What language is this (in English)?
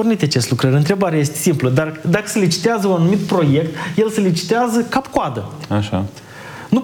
Romanian